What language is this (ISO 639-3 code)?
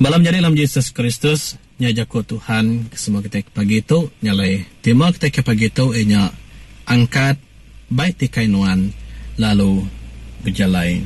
iba